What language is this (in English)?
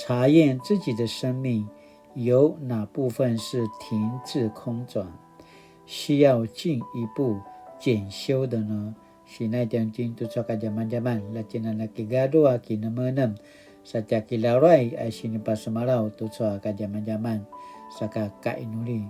Paiwan